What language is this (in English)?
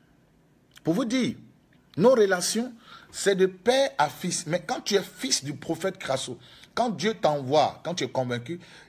French